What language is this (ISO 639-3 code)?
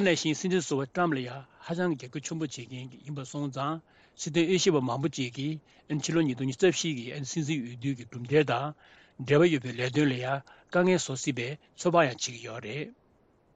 bod